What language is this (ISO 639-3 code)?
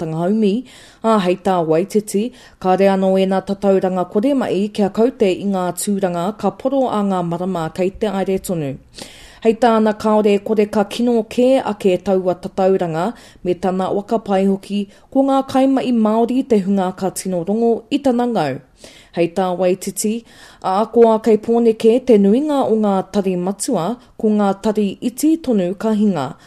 mri